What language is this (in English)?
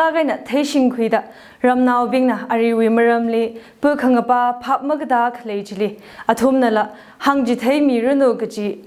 Tangkhul Naga (India)